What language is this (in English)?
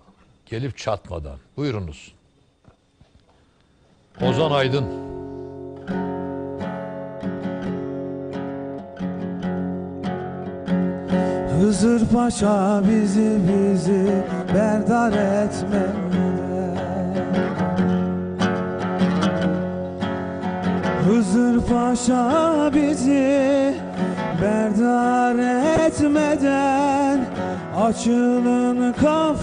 Turkish